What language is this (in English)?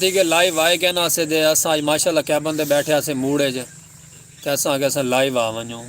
Saraiki